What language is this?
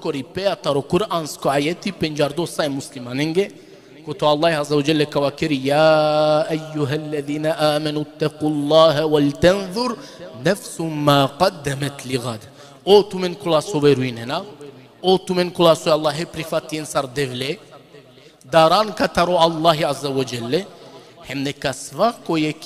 Balkan Romani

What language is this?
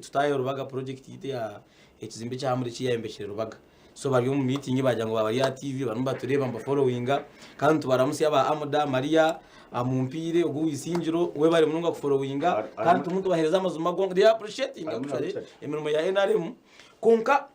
Nyankole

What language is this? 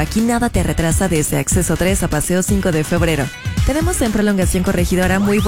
Spanish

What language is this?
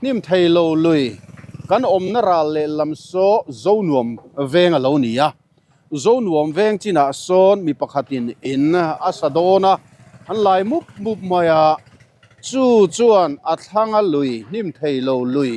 Mizo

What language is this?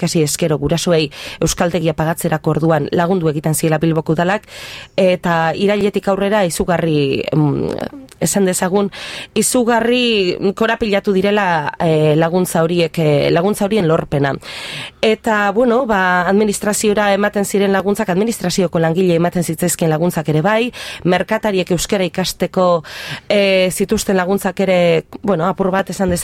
Basque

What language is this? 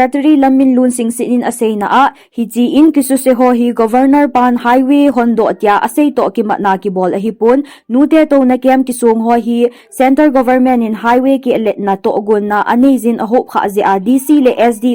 Thado Chin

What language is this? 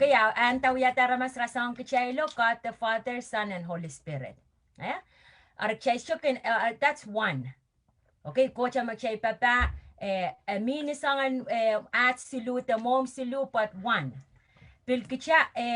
Pohnpeian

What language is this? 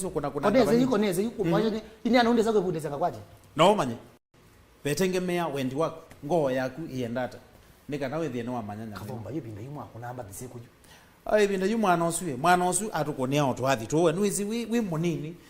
Kamba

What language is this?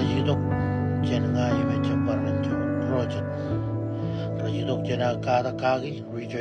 Marshallese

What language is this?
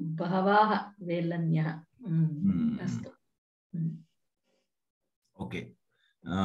Sanskrit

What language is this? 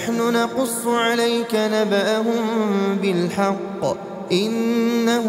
Arabic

